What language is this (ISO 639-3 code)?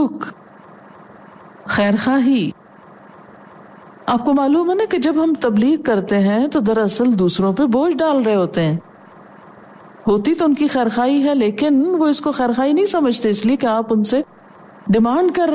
urd